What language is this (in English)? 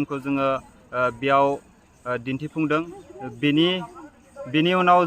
Bodo